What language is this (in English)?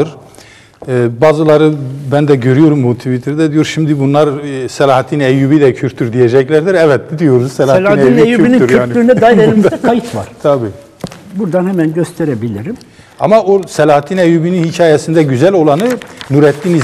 Turkish